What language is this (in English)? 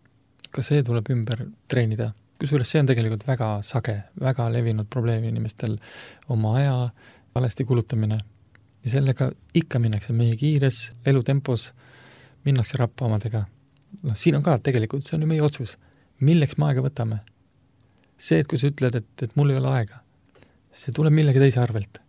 Estonian